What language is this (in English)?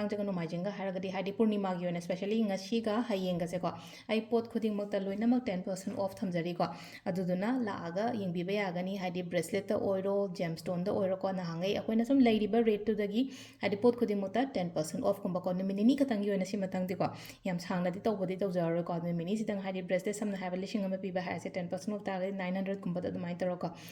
Manipuri